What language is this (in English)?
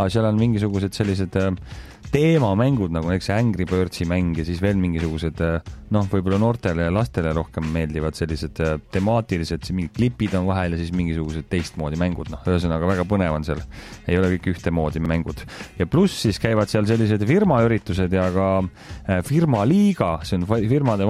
Estonian